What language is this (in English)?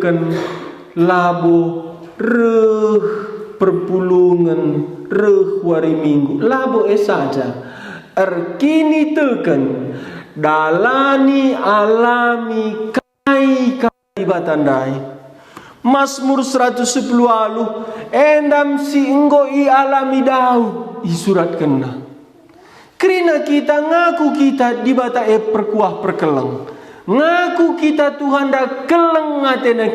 Batak Karo